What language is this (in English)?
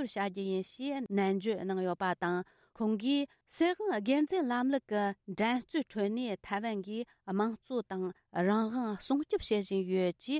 Tibetan